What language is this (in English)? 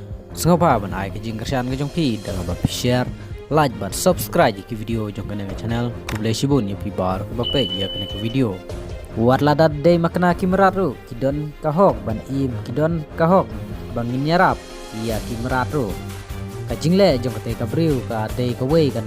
Khasi